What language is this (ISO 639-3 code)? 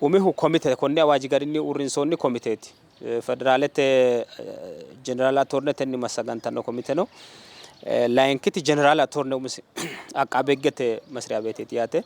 sid